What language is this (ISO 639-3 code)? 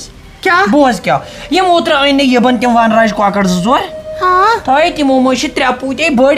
kas